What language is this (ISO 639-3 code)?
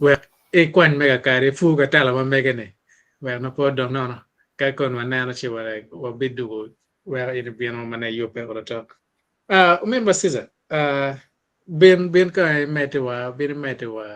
ach